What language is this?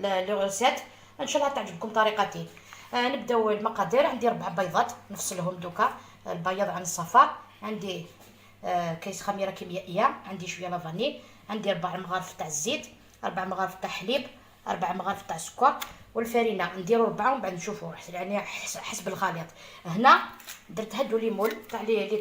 Algerian Arabic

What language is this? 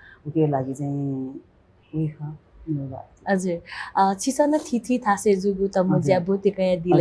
Newari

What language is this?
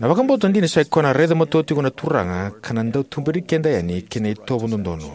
Fijian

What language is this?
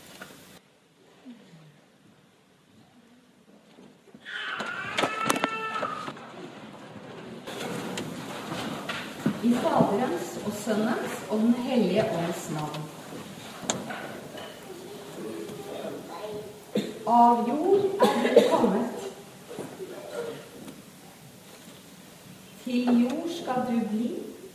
Norwegian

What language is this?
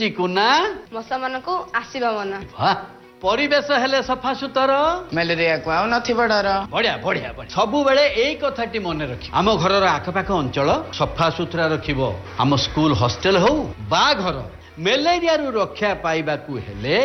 Odia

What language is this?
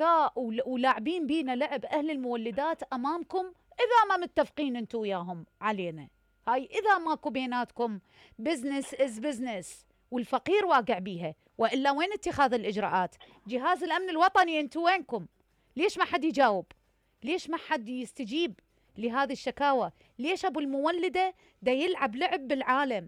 Mesopotamian Arabic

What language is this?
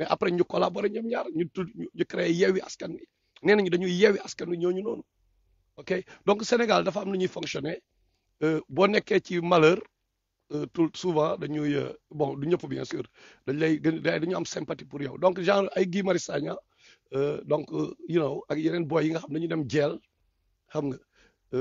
Wolof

